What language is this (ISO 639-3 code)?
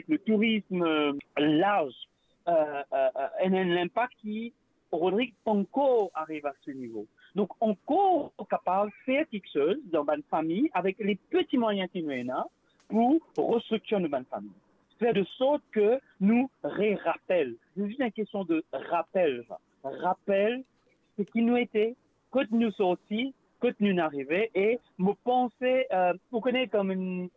mfe